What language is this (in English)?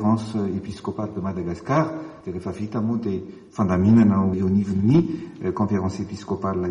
Malagasy